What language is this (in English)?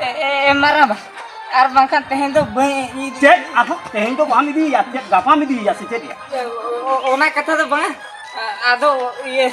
Santali